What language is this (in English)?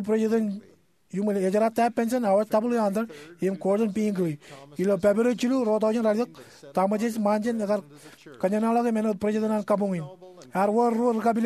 Marshallese